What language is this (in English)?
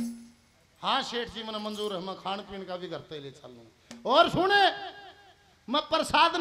Hindi